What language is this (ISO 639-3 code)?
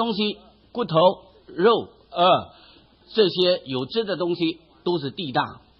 zho